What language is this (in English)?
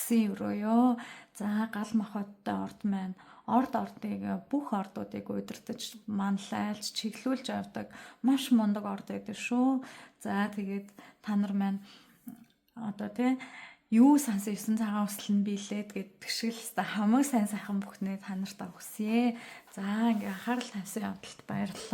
Mongolian